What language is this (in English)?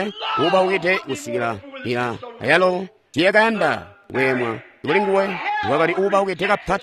Tonga (Zambia)